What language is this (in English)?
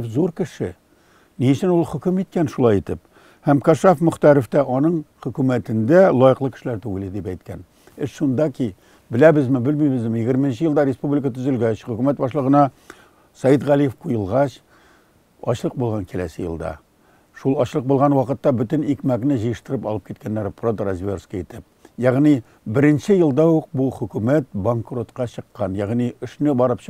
Tatar